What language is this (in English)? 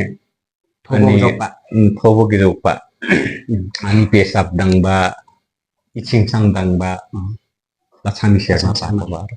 Limbu